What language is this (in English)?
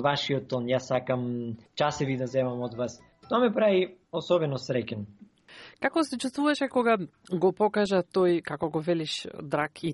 Macedonian